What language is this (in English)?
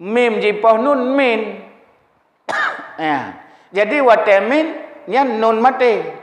Achinese